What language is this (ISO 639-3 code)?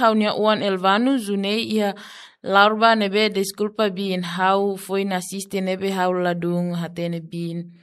tet